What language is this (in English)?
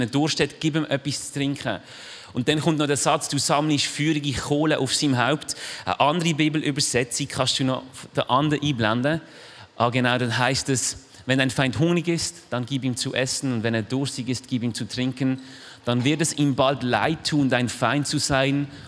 Swiss German